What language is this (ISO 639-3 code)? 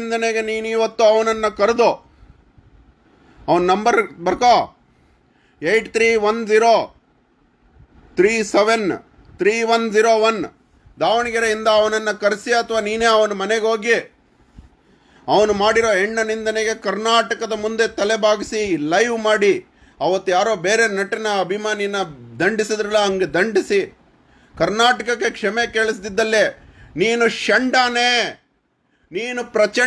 kan